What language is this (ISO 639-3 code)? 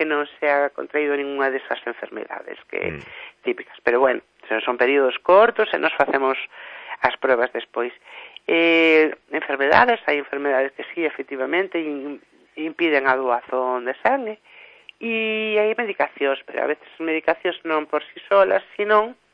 glg